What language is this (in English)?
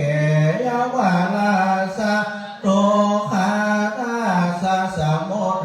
Pali